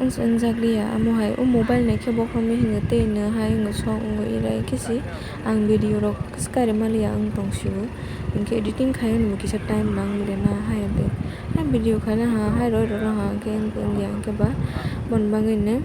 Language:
Kok Borok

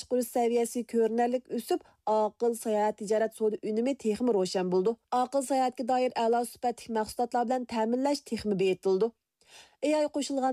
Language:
Uyghur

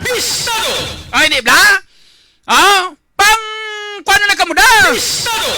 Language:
Hiligaynon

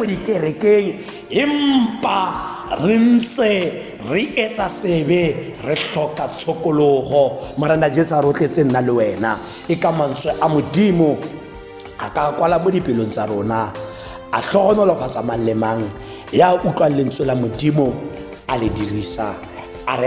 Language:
Tswana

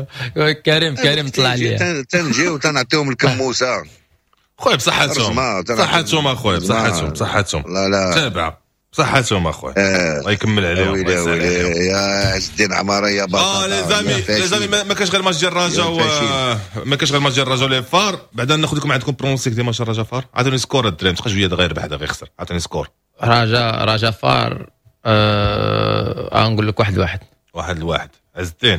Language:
Moroccan Arabic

